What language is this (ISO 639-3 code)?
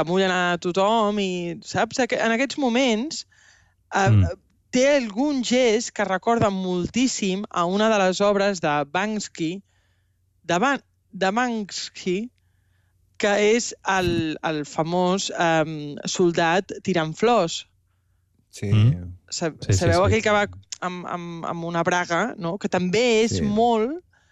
cat